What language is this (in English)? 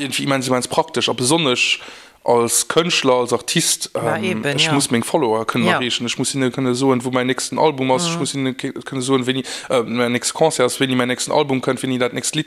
Luxembourgish